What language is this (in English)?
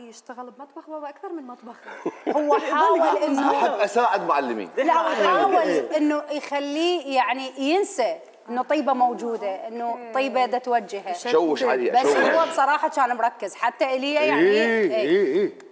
Mesopotamian Arabic